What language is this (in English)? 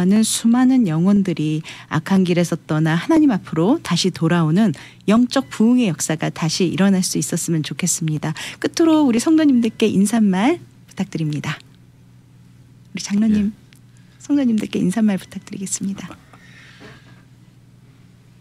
Korean